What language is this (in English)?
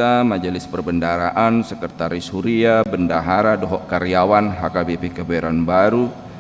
Batak Toba